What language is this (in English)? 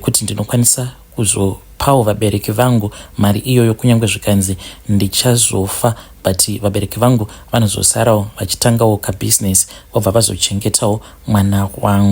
Shona